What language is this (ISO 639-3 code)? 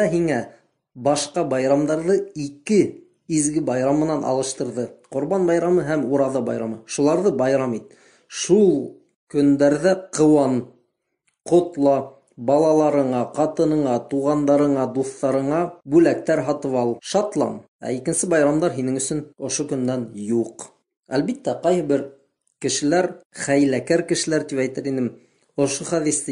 bak